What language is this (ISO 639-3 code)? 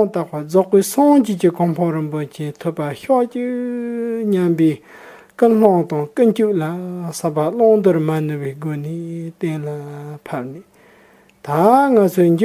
bod